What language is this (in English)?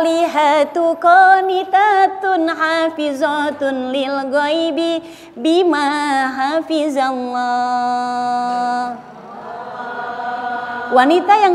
Indonesian